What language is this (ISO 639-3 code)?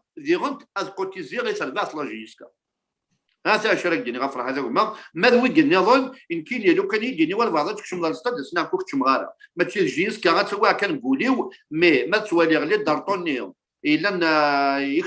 kab